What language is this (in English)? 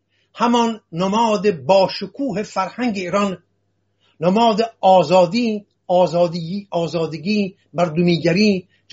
Persian